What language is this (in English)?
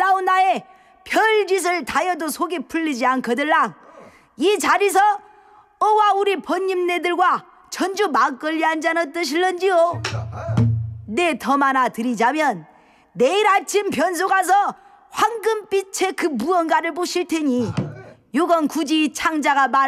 Korean